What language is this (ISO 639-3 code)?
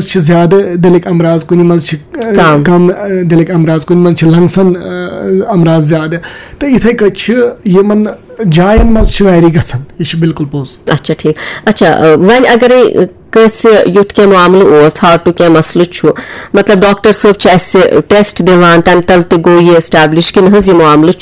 kas